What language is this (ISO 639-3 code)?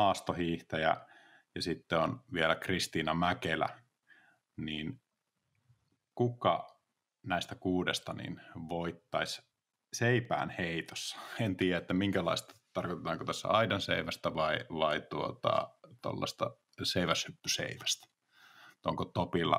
fin